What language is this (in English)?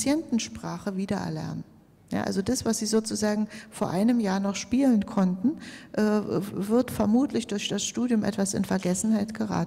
German